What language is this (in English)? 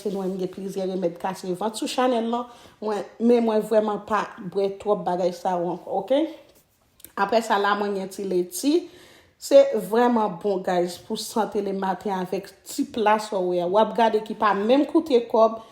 Haitian Creole